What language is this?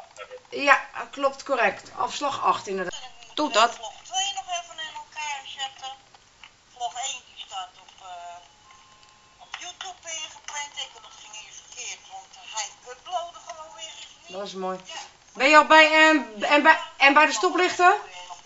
Dutch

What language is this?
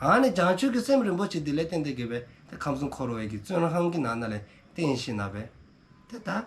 Dzongkha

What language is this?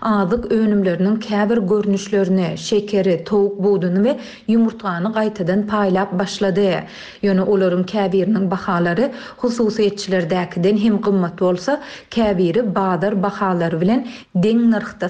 Turkmen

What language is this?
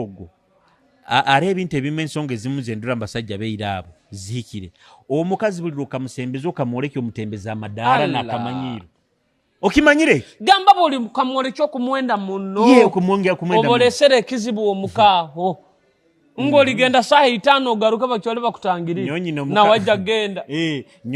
Nyoro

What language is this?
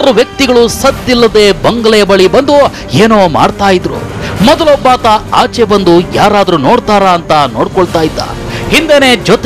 Kannada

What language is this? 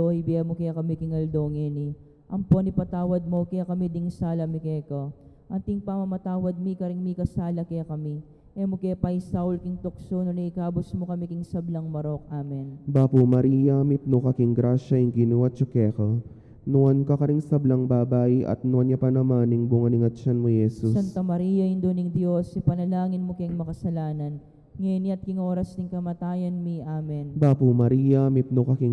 Pampanga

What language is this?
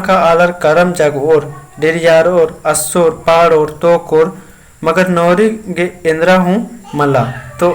Kurukh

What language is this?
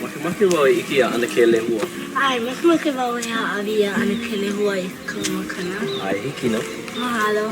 Hawaiian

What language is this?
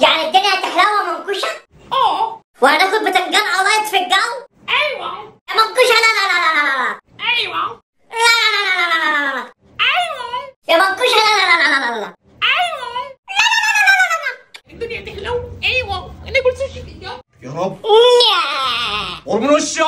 Egyptian Arabic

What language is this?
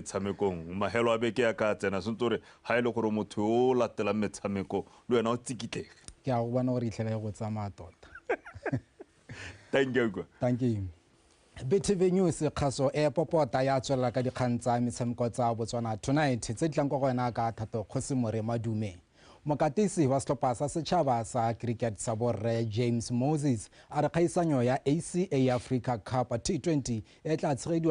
Tswana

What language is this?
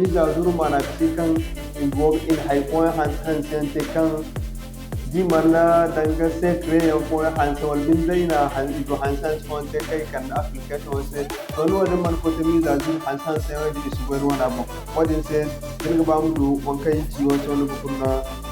Zarma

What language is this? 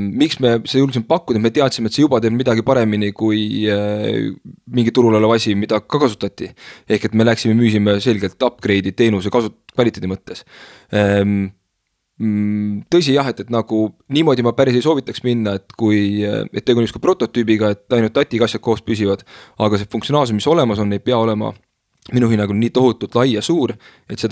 Estonian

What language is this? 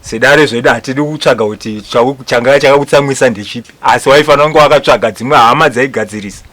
Shona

